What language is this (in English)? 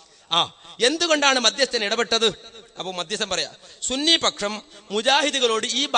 Malayalam